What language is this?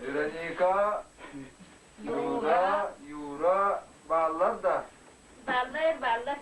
Yakut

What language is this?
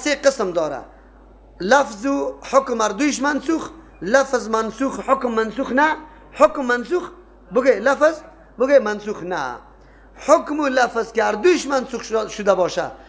Persian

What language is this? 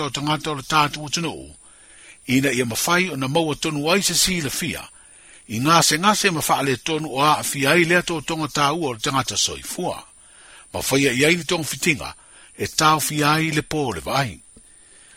Samoan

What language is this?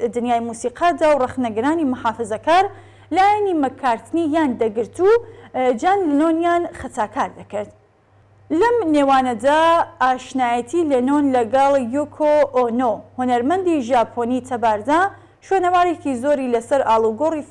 Central Kurdish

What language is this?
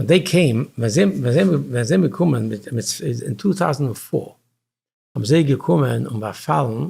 Yiddish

